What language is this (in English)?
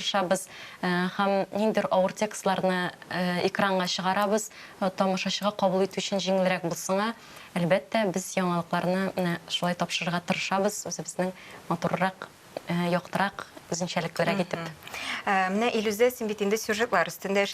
Tatar